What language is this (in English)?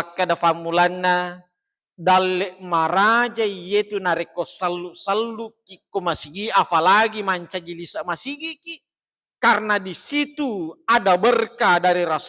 Buginese